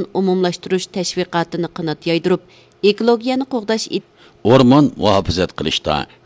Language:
Uyghur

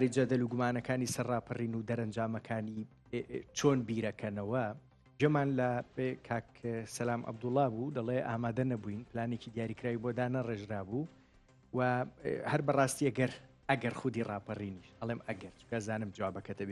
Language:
Central Kurdish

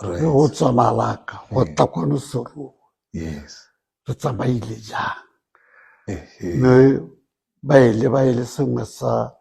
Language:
Tswana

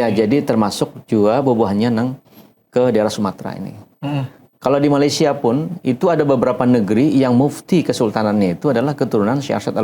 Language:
Banjar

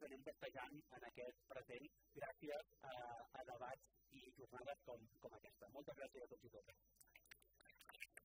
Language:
Catalan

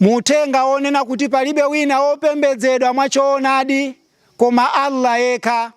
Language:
Nyanja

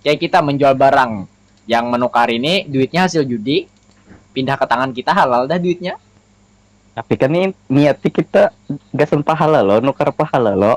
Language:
Banjar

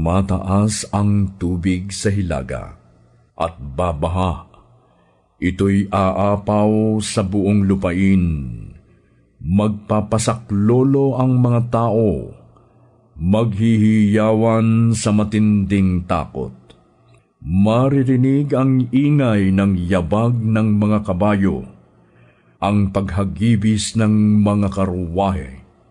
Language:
Filipino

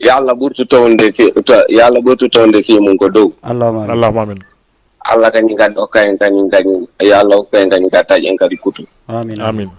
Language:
Fula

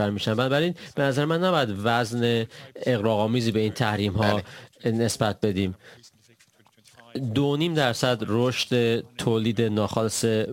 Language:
Persian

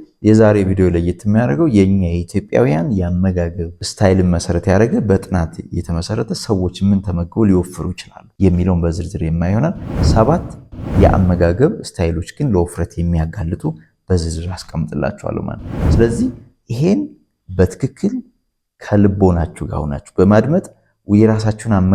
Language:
Amharic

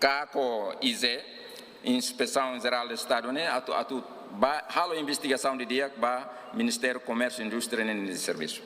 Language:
Tetum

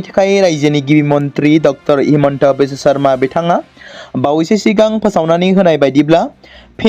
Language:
Bodo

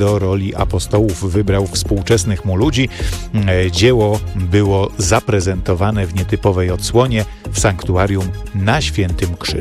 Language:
Polish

